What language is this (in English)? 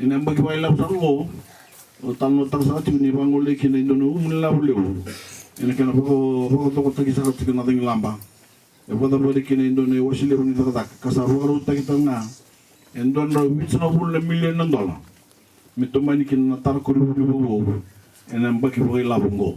Fijian